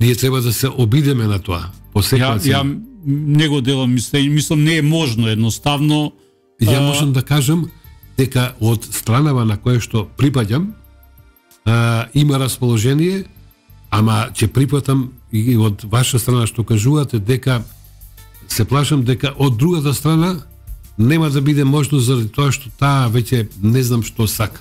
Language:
Macedonian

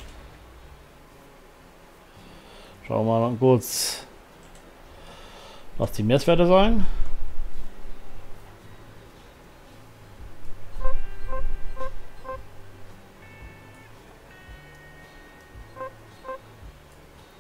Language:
German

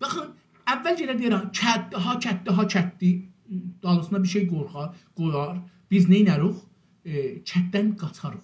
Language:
South Azerbaijani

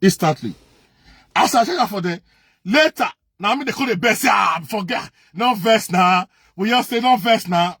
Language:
Nigerian Pidgin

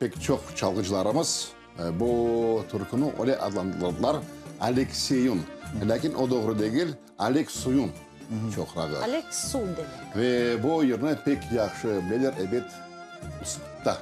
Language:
Crimean Tatar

